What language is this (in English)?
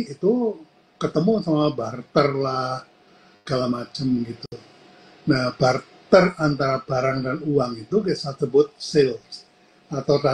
Indonesian